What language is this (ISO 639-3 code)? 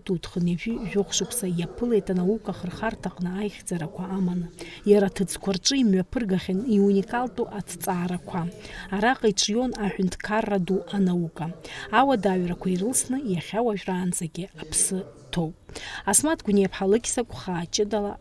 abk